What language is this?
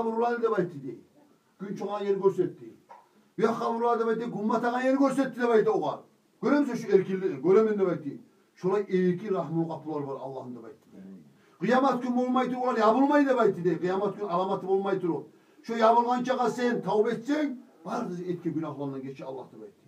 Kumyk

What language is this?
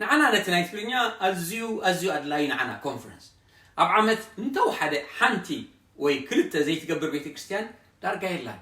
Tigrinya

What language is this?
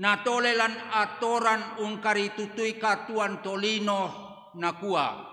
Toraja-Sa'dan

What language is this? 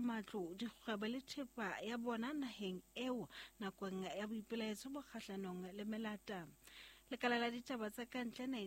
Southern Sotho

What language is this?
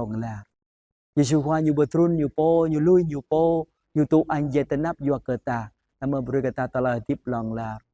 Jarai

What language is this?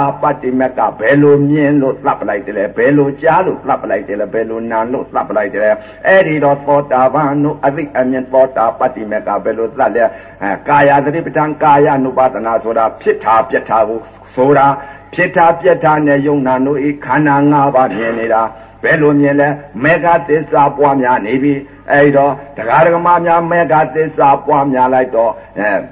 Burmese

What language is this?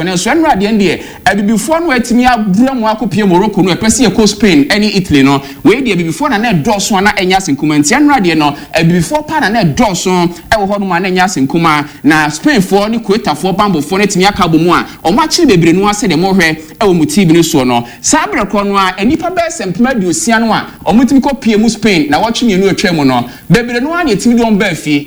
Akan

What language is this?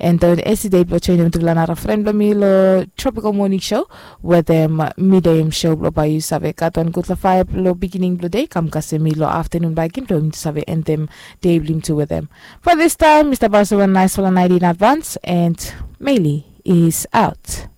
Bislama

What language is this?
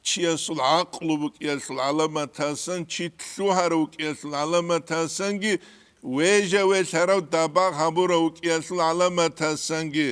Avaric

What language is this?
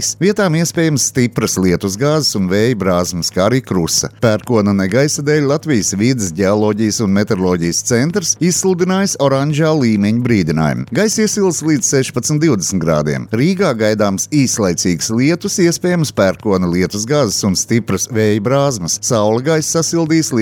Latvian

